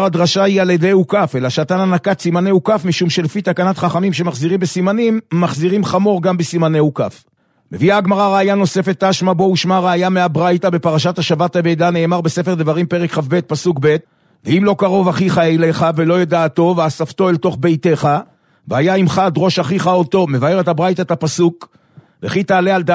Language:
Hebrew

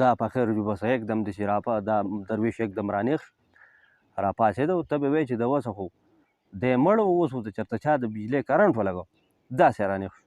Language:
Pashto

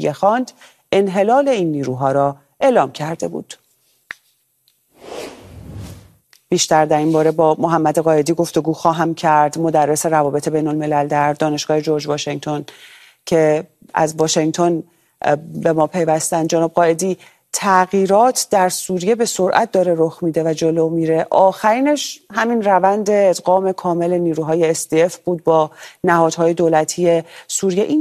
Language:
Persian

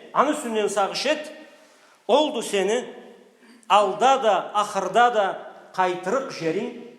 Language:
Karachay-Balkar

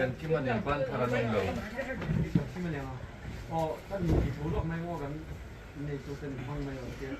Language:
Mizo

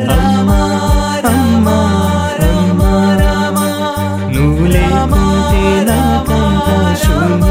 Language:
Telugu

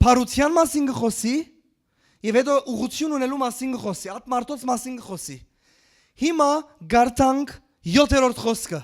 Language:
Western Armenian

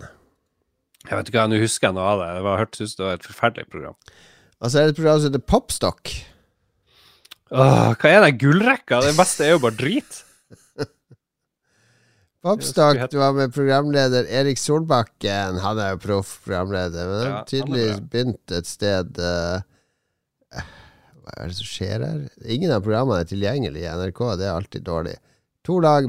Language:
Norwegian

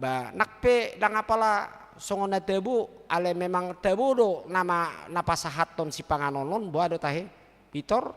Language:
Batak Toba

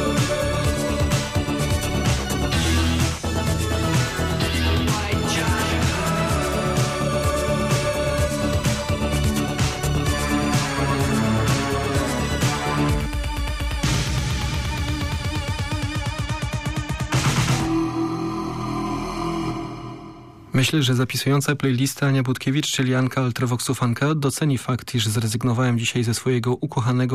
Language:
Polish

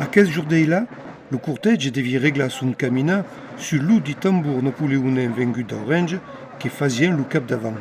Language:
Occitan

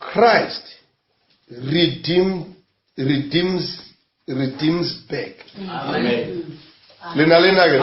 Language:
Northern Sotho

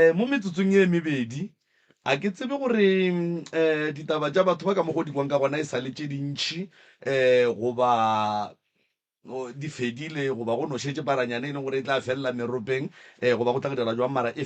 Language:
Northern Sotho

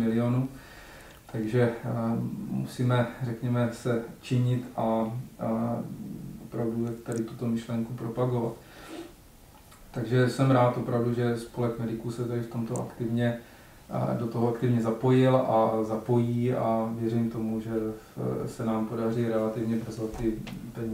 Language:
Czech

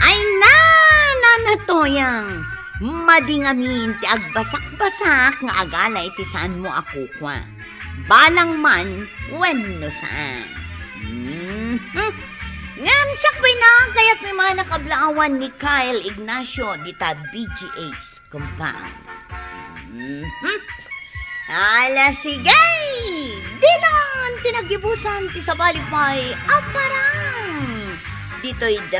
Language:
Iloko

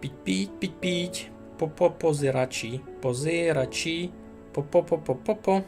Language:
Rusyn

